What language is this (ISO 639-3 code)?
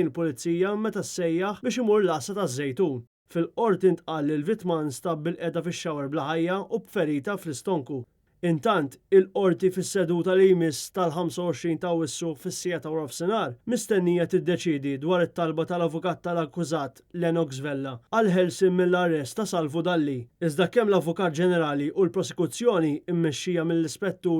mlt